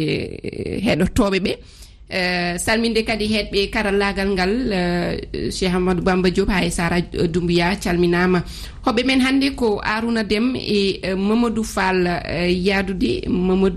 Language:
Fula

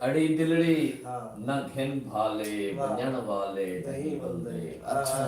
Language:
Saraiki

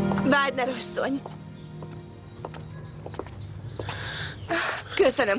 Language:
Hungarian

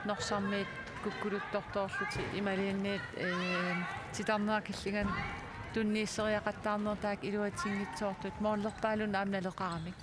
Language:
Kalaallisut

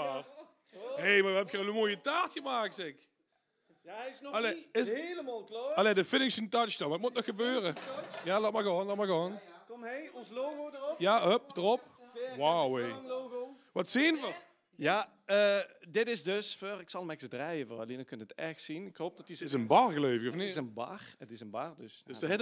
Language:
Limburgish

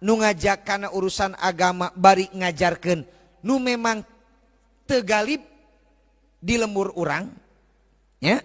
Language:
Sundanese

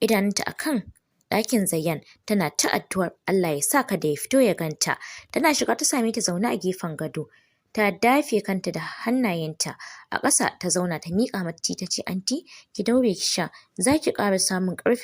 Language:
Hausa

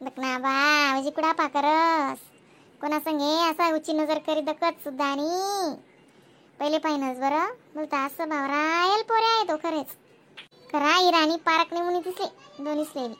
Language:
Khandesi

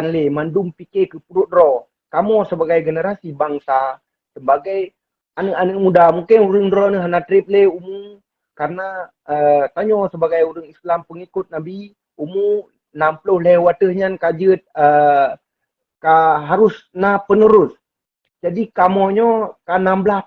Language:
Achinese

